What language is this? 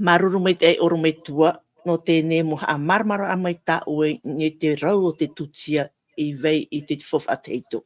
Tahitian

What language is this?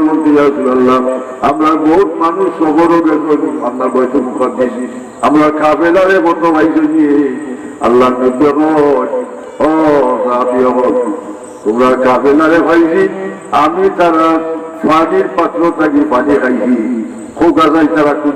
Sylheti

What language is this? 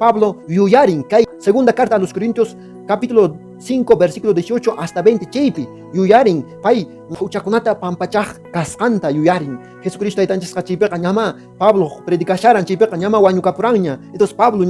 Quechua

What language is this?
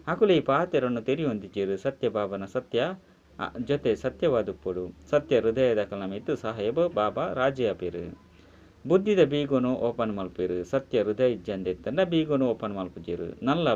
Tulu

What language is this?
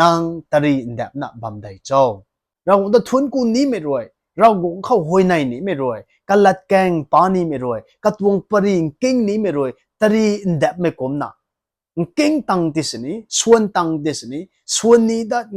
Rongmei Naga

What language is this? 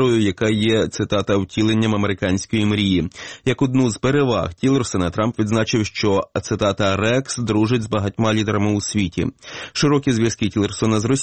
Ukrainian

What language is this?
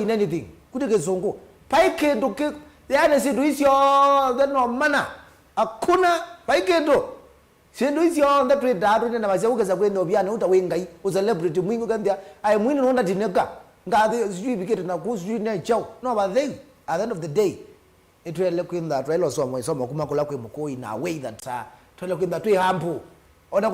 Kamba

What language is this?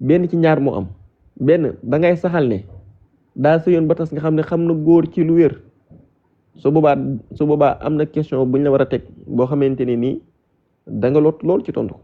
Wolof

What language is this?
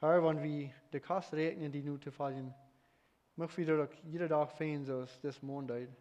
Plautdietsch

